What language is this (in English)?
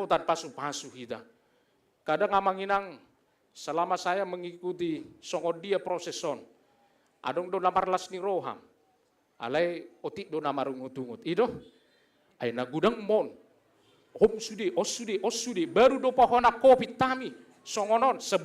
Batak Toba